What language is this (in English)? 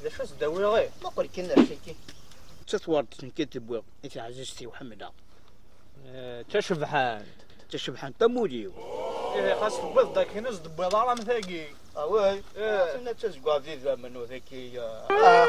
Kabyle